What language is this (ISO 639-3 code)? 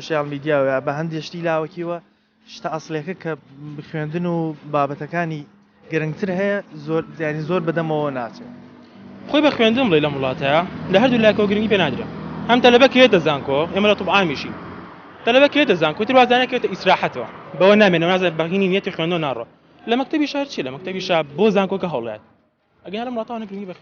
ckb